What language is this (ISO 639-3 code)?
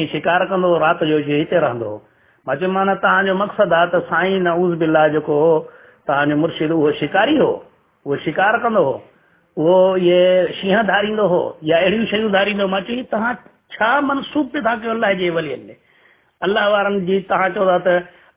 snd